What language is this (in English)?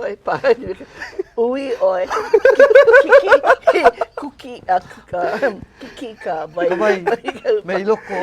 Hawaiian